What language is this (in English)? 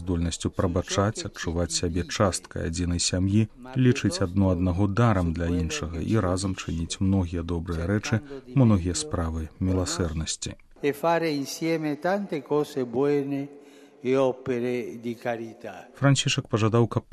Belarusian